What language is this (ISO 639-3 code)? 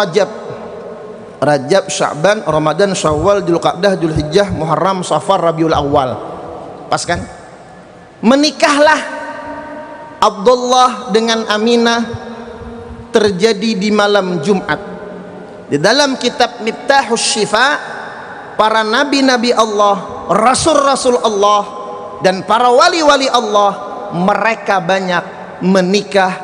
ind